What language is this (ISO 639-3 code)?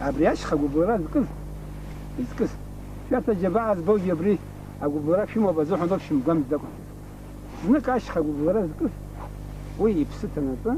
abk